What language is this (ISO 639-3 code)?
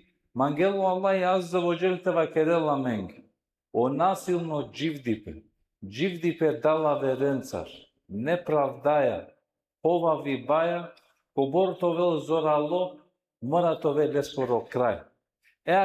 rmn